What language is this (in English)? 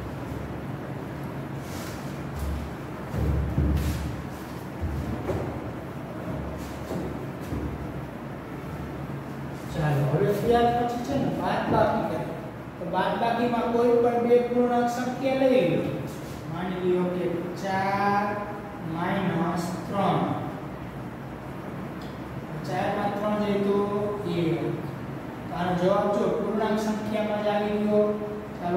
Gujarati